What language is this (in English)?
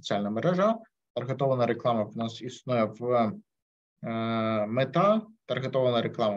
Ukrainian